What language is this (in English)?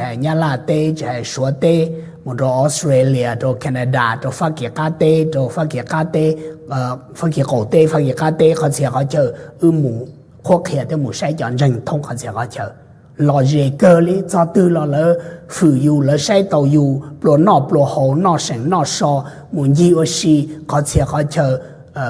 Hmong